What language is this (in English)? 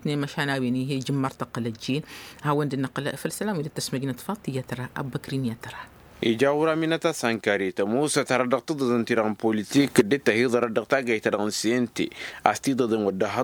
Tamasheq